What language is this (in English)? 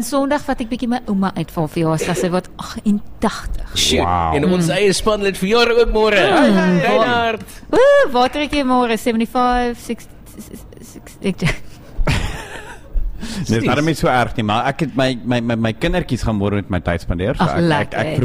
Afrikaans